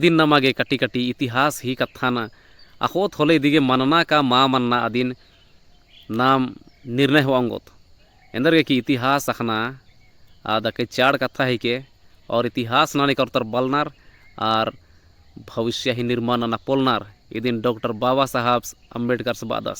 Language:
Kurukh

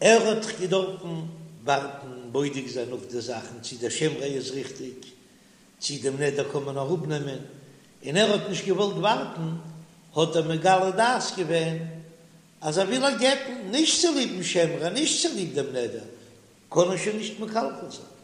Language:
Yiddish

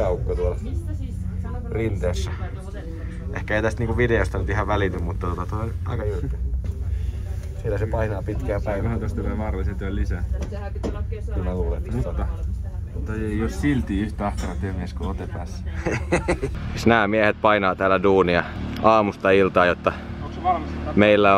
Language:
Finnish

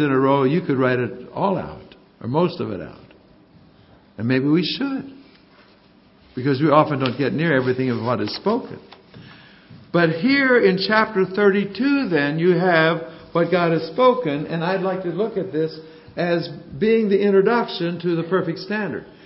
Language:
English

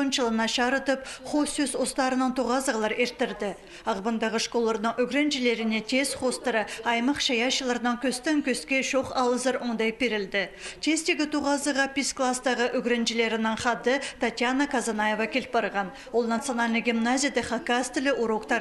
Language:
Khakas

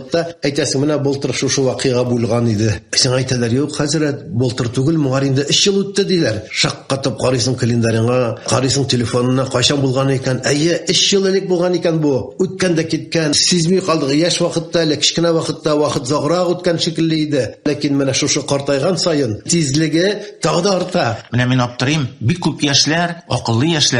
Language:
Tatar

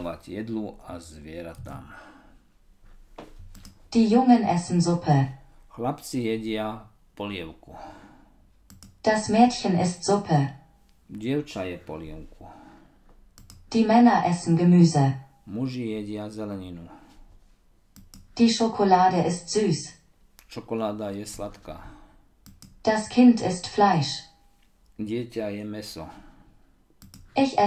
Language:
Slovak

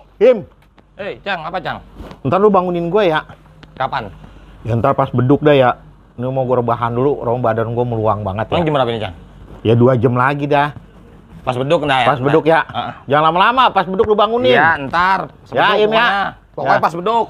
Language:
Betawi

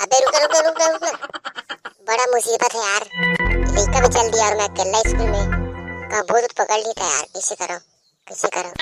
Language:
Chhattisgarhi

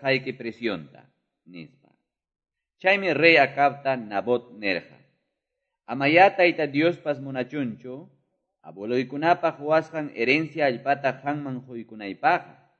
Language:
Quechua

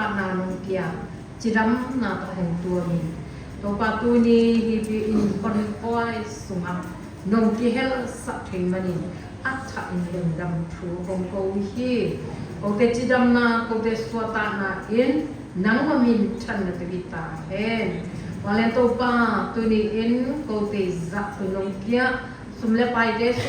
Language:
Siyin Chin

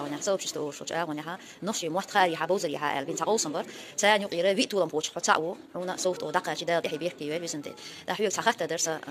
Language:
Chechen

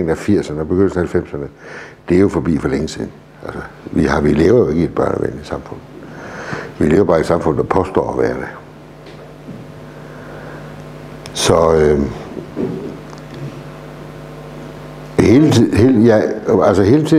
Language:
Danish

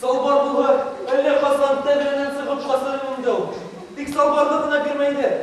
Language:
Bashkir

